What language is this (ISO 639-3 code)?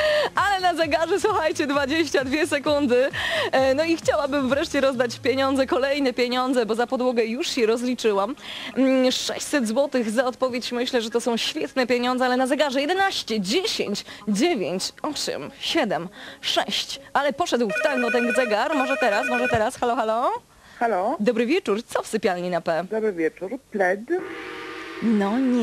pol